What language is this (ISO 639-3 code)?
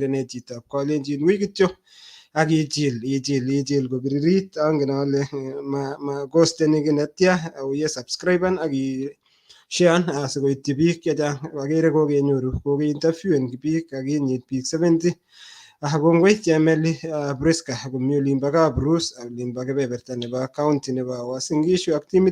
kln